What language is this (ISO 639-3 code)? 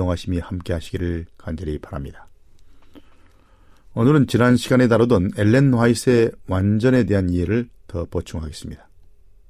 kor